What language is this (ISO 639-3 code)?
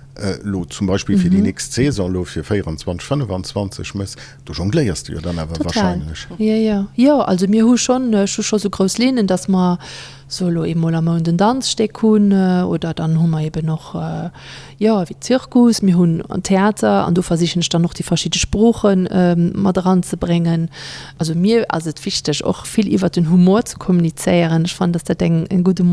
ltz